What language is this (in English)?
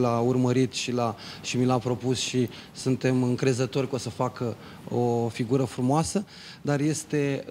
Romanian